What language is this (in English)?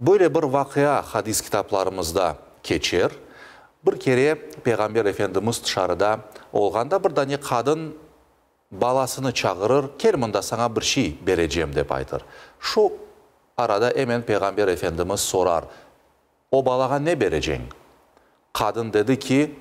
Crimean Tatar